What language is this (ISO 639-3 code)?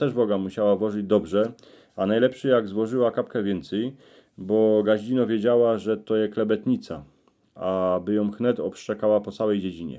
szl